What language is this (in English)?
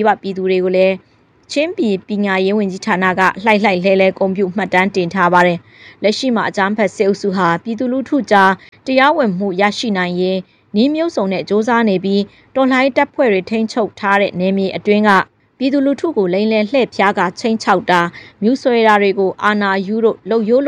Burmese